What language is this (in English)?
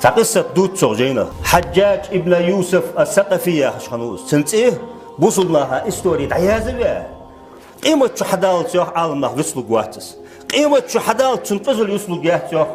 Ingush